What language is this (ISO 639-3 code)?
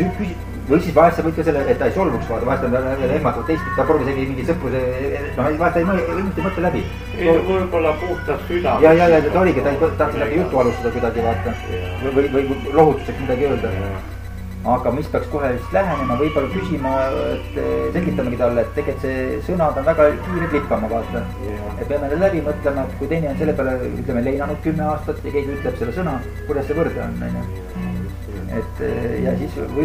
est